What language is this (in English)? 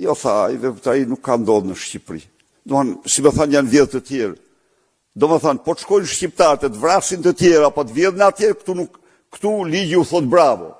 Albanian